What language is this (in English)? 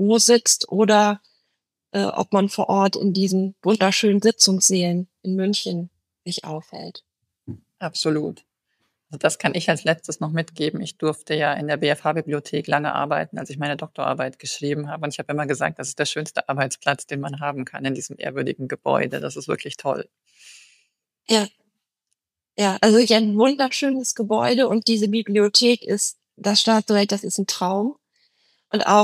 German